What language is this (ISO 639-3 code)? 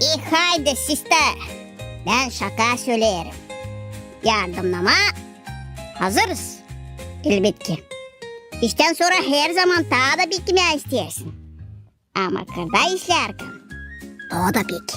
gag